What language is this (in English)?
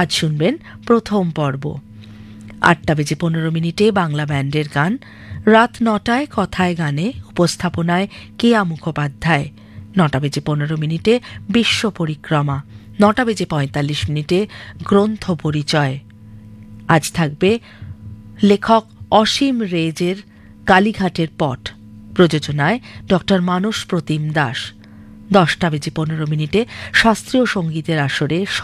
Bangla